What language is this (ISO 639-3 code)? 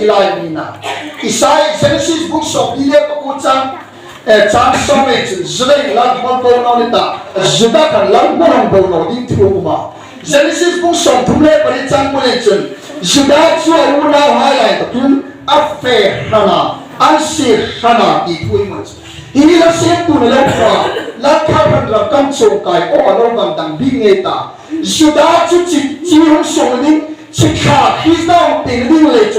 hmr